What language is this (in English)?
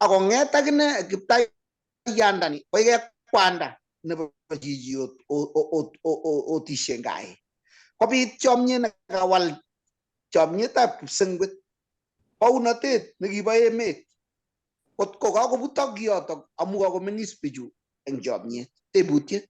Kalenjin